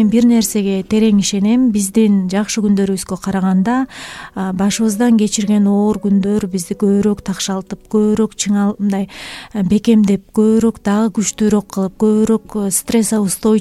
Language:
Kyrgyz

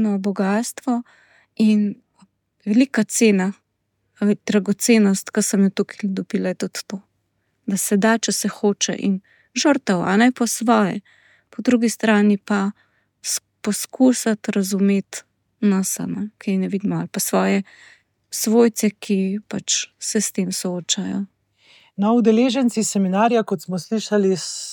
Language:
Slovenian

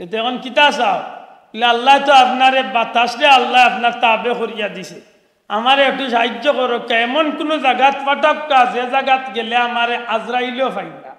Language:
Sylheti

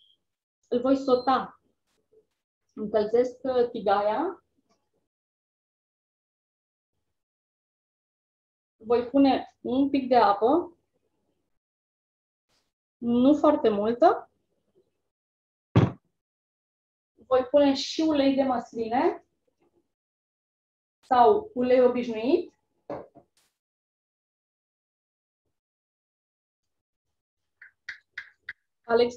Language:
Romanian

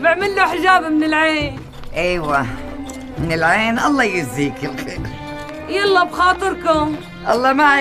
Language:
North Levantine Arabic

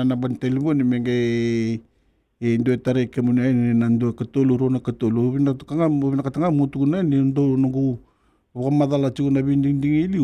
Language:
Fijian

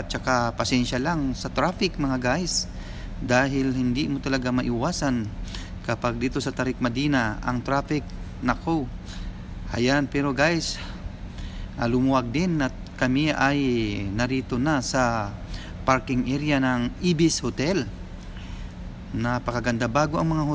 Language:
Filipino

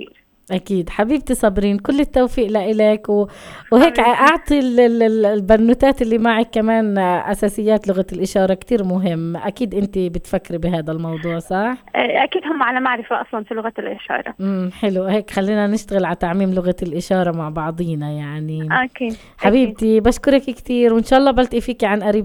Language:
North Levantine Arabic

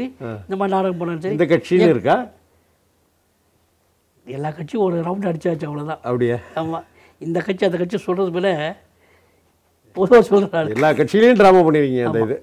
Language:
Tamil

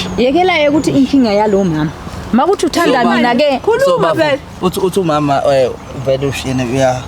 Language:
Zulu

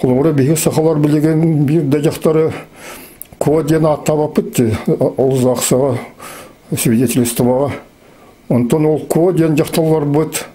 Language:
Yakut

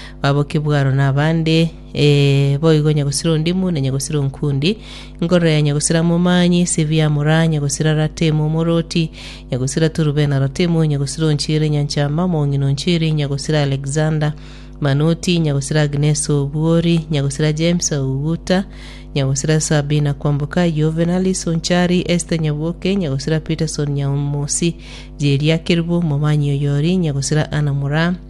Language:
Gusii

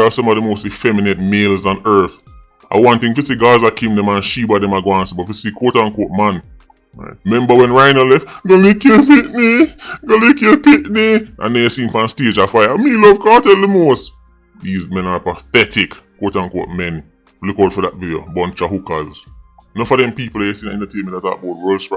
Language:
Jamaican Creole English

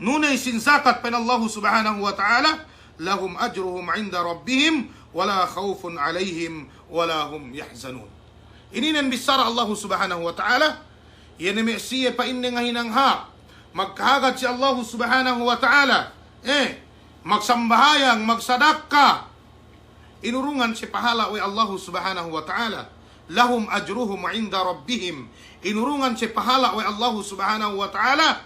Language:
Yakan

